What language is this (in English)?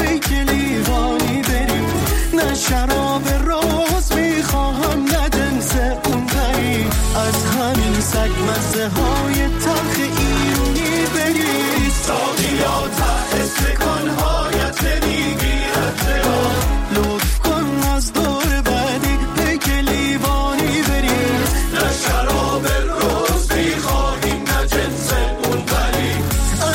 Persian